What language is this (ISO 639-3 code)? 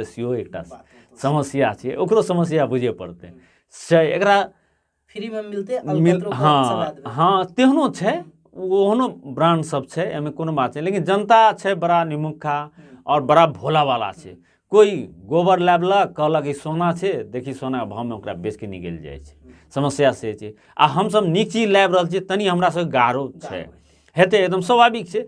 mai